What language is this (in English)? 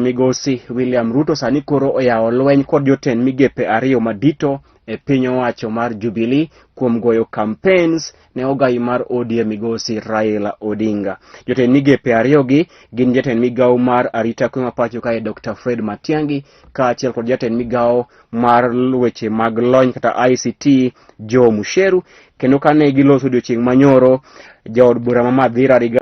Luo (Kenya and Tanzania)